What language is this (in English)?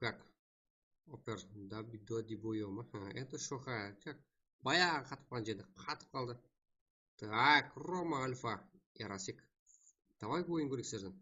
Kara-Kalpak